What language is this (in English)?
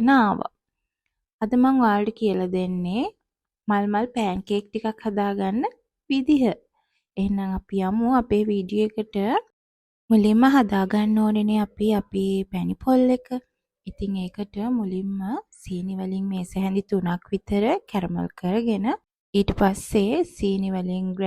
Sinhala